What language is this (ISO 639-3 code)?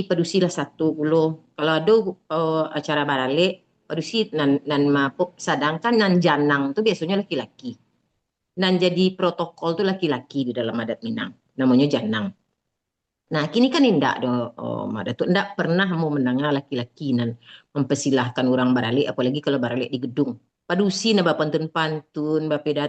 min